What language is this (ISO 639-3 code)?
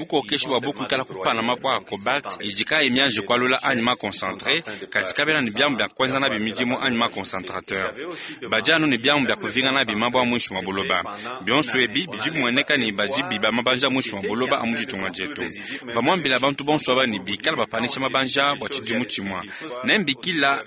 lua